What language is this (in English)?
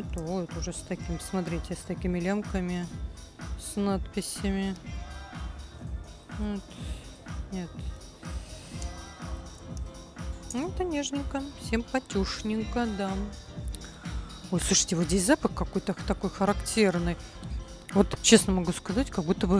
Russian